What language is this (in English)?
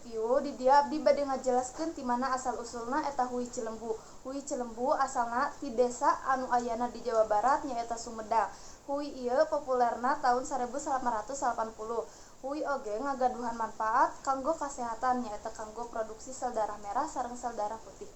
Sundanese